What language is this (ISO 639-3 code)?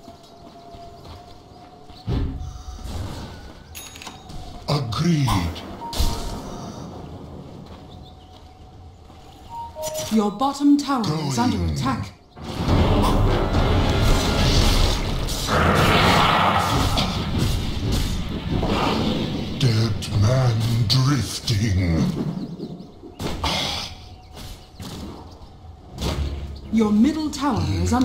eng